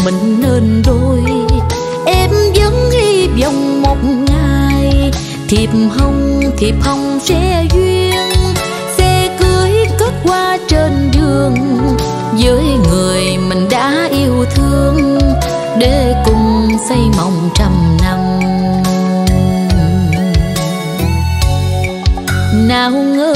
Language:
Vietnamese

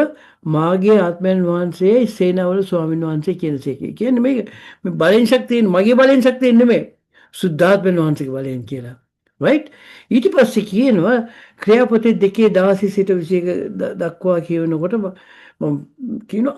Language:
Sinhala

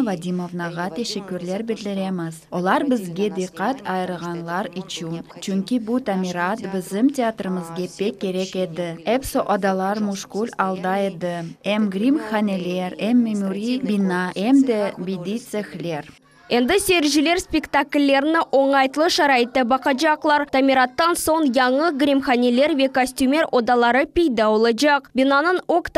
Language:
Crimean Tatar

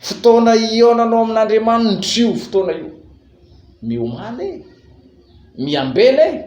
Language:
Malagasy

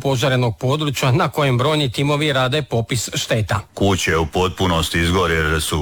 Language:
Croatian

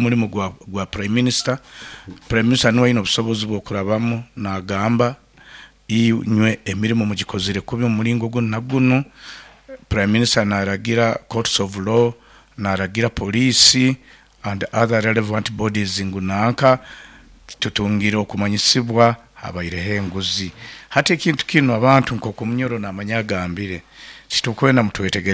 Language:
Nyoro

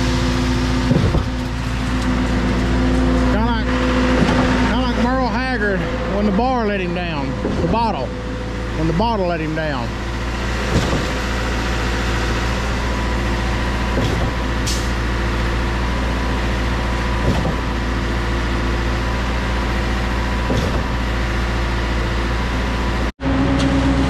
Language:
English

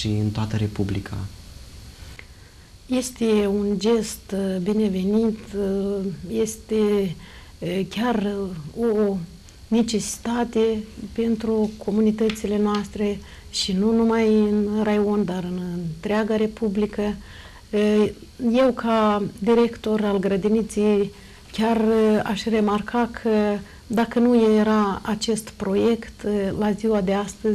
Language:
Romanian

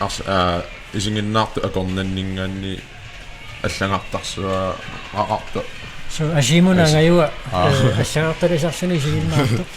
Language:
Kalaallisut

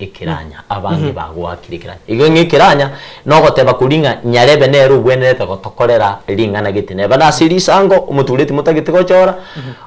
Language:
Gusii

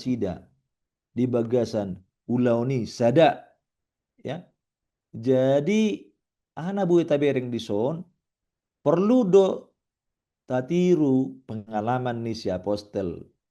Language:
Batak Toba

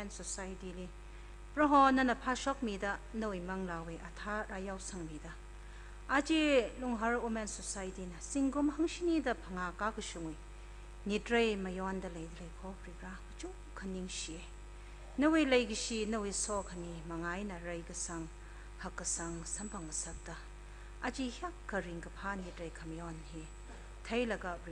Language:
Tangkhul Naga (India)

